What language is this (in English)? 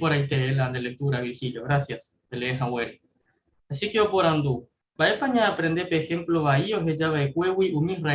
Guarani